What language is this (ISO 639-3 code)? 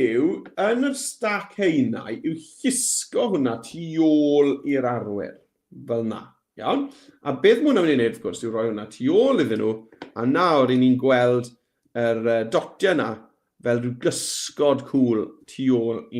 cym